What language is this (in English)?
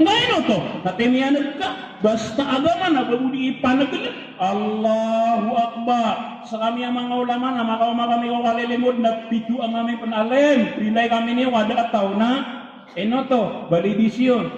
Maranao